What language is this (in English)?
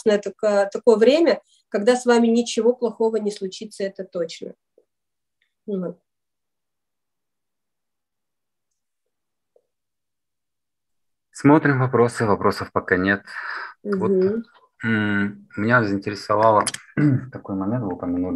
Russian